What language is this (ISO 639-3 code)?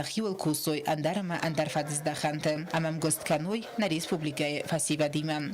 oss